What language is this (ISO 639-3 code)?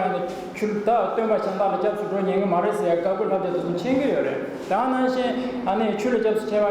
bod